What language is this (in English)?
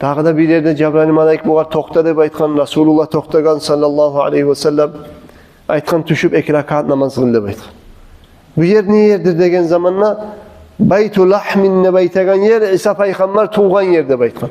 Kumyk